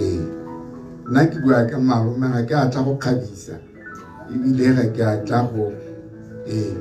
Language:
Tswana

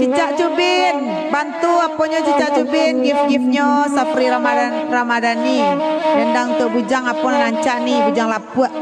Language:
Minangkabau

